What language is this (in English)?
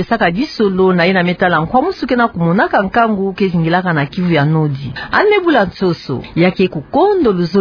Kituba (Democratic Republic of Congo)